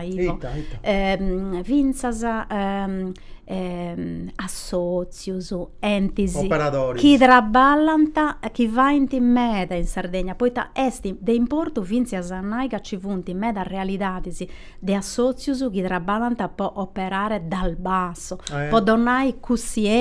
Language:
Sardinian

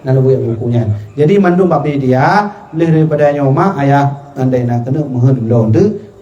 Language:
Achinese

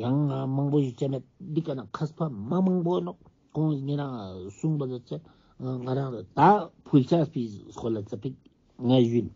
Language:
Ladakhi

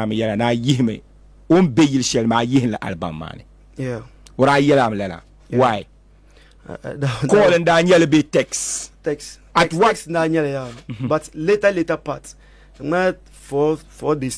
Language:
Dagbani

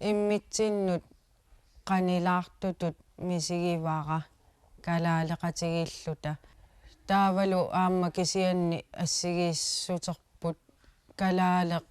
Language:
Kalaallisut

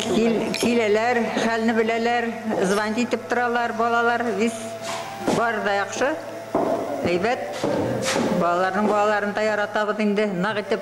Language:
Bashkir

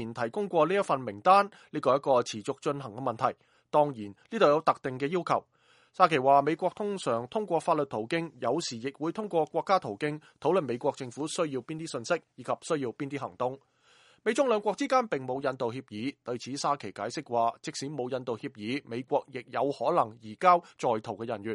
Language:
Cantonese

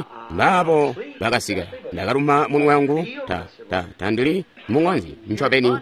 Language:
Tonga (Zambia)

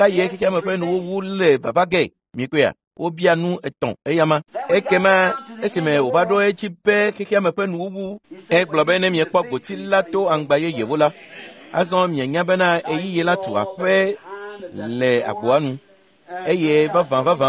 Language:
Ewe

